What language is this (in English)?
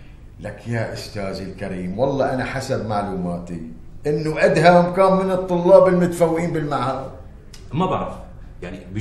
North Levantine Arabic